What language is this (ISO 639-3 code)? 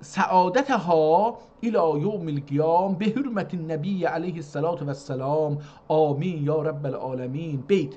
azb